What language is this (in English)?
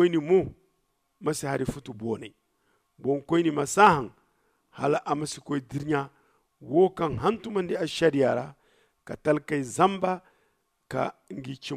Zarma